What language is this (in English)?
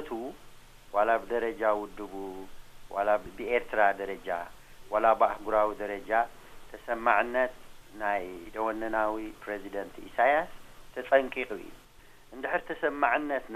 Tigrinya